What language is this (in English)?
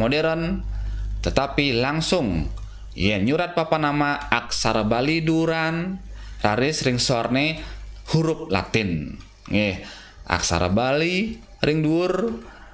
Balinese